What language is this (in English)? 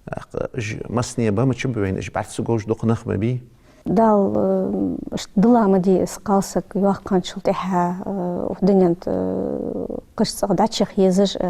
Ingush